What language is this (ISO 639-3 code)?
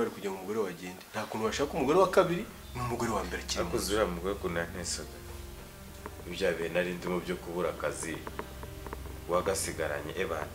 kin